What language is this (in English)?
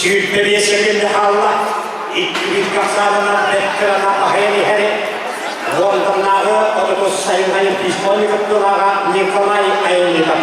Yakut